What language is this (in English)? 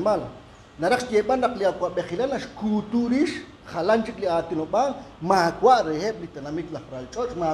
Kekchí